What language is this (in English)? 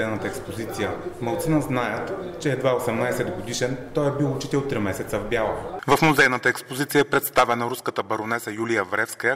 Bulgarian